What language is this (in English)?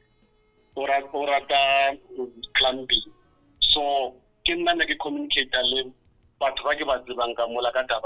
Northern Sotho